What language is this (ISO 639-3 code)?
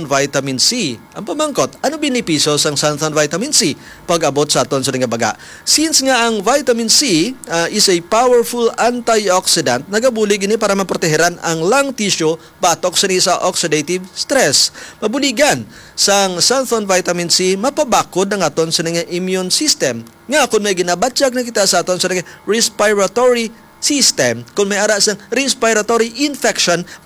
hil